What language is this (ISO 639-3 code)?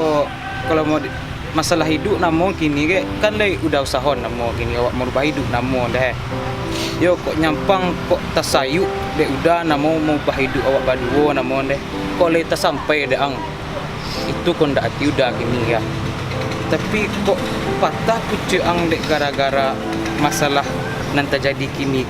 min